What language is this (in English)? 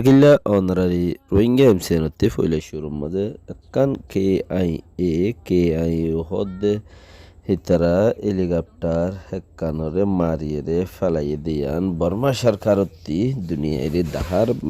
Rohingya